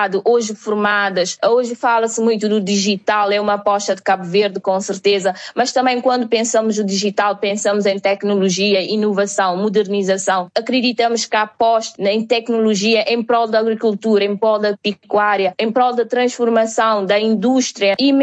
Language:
Portuguese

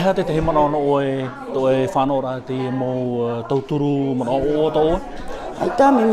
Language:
Tahitian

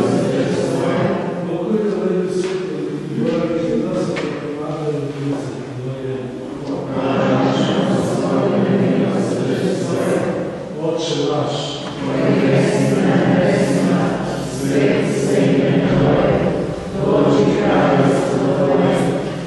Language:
Croatian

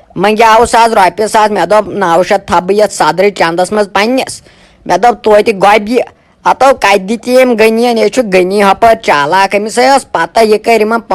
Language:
Kashmiri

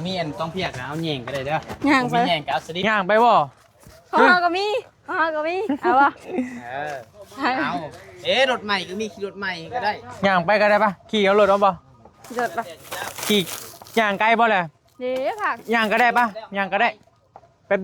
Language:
Northeastern Thai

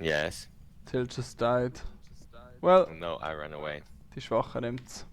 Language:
Swiss German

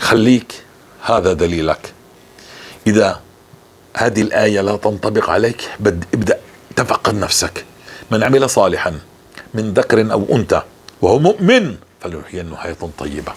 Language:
North Levantine Arabic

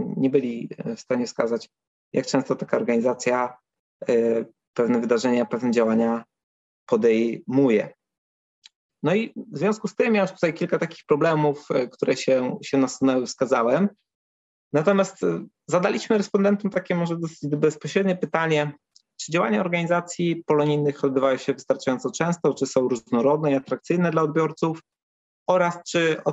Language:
Polish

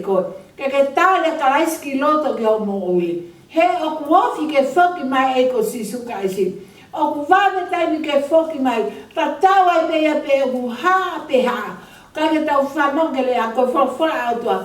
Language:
Tongan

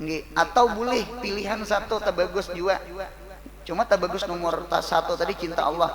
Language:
Banjar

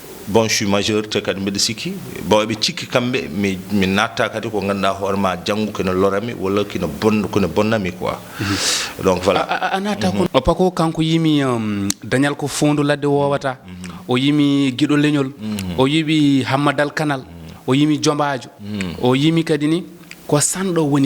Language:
Fula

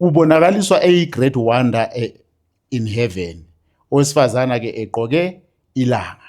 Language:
Zulu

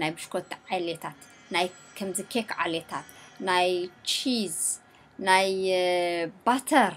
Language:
Tigrinya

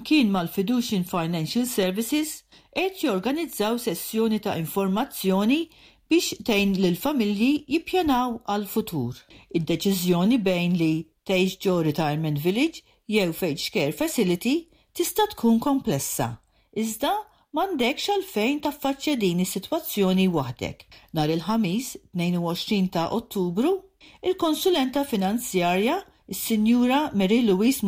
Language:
Maltese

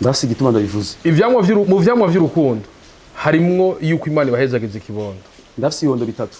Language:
Rundi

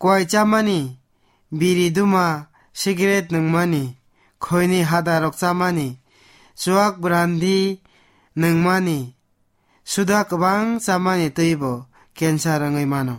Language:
Kok Borok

